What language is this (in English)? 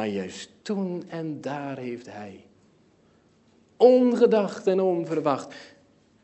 Dutch